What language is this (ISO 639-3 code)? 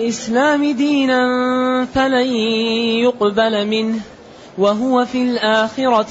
ara